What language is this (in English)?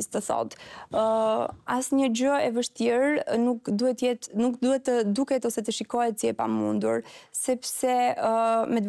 Albanian